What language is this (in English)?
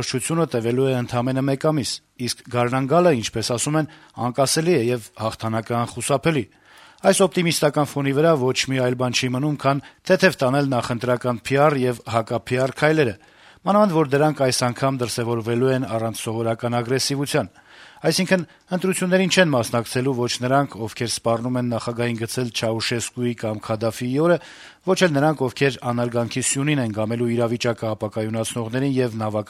Armenian